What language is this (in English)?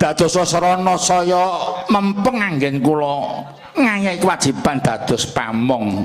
Javanese